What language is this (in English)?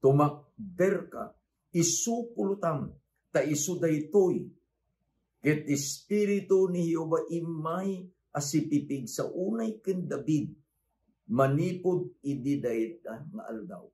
Iloko